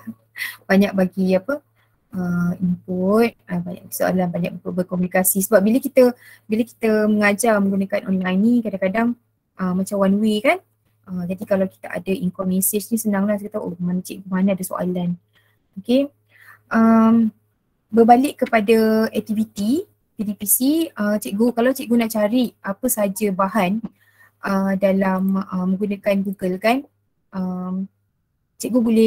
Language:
Malay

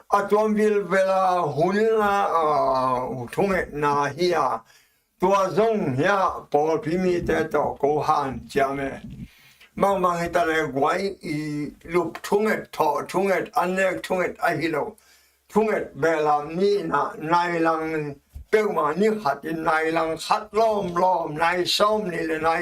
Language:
Tedim Chin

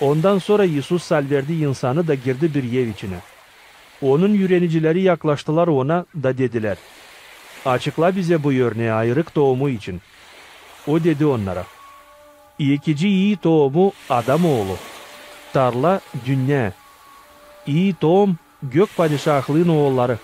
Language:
Gagauz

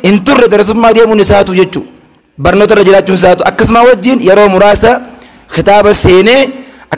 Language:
Oromo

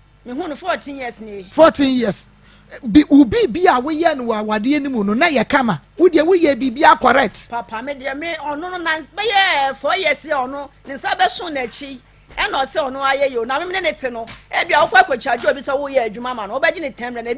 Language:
Akan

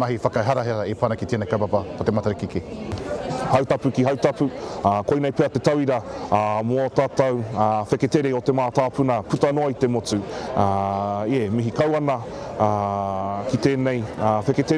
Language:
Māori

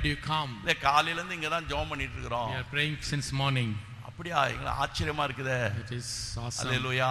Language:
Tamil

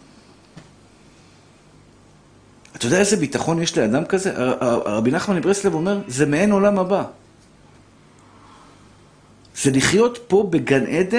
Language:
Hebrew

